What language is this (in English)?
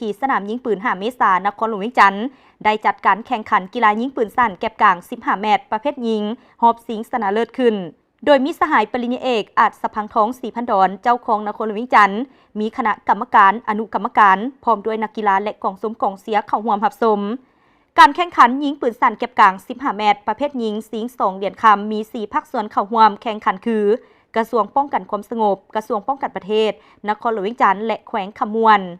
Lao